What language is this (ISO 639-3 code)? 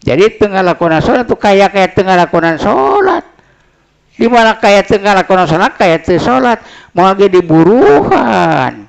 sun